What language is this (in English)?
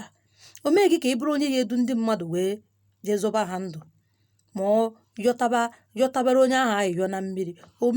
Igbo